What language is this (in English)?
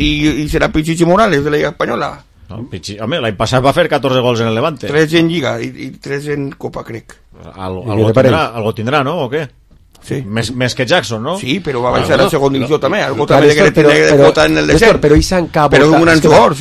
Catalan